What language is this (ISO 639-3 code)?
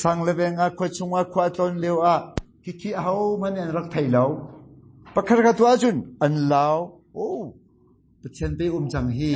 cnh